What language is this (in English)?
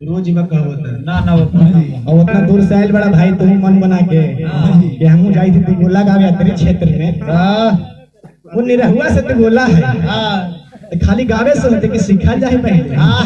Magahi